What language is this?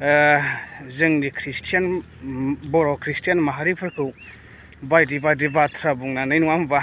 Bodo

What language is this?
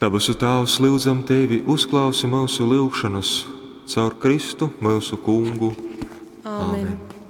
Latgalian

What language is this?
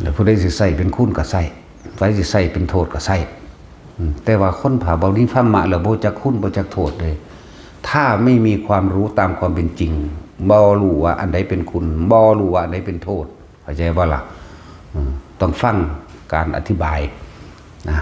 Northeastern Thai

